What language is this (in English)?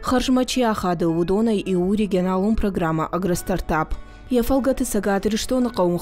Ossetic